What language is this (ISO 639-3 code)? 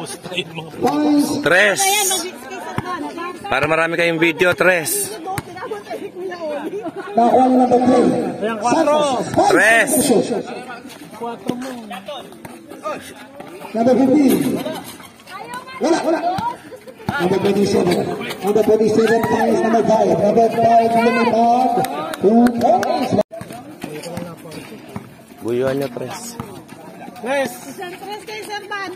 fil